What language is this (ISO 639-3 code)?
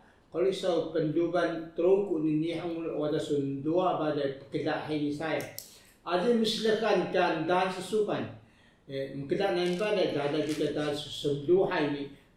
trv